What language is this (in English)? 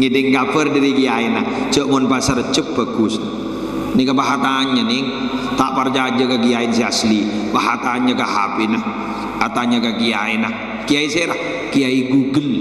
Madurese